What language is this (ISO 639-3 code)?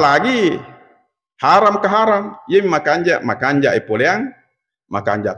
bug